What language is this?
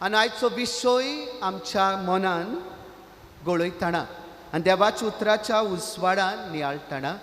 Konkani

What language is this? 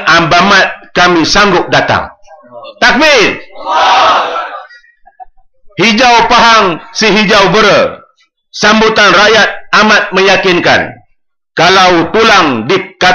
Malay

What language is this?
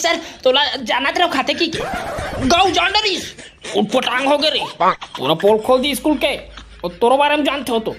Chhattisgarhi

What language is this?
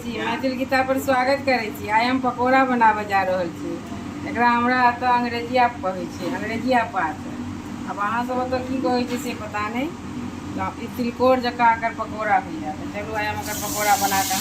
Maithili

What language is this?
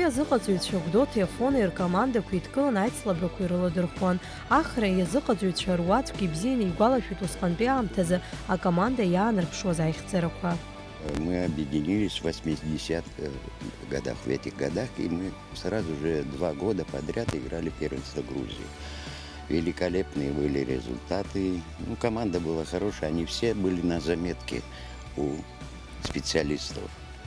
Abkhazian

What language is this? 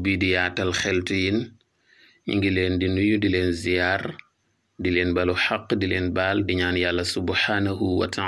Wolof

